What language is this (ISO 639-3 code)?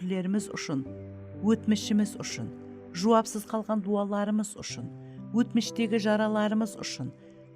kaa